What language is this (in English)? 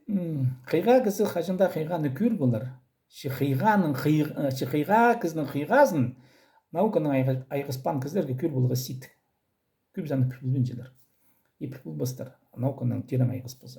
Khakas